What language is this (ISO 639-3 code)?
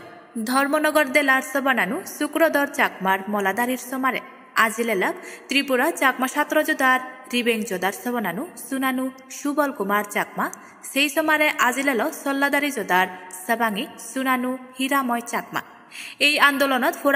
ccp